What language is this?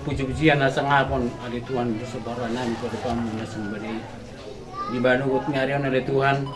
Batak Toba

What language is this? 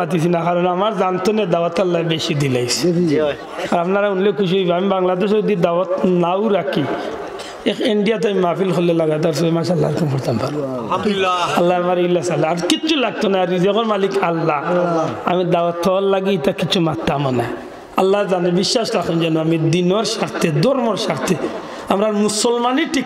Sylheti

